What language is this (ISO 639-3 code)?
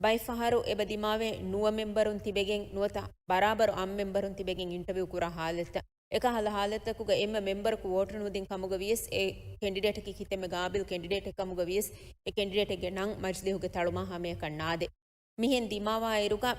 div